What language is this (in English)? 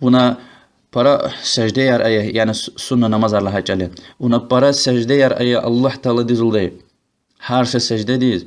Lezghian